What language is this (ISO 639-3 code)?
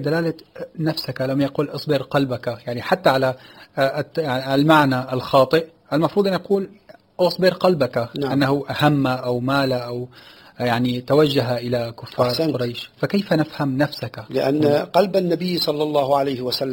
ara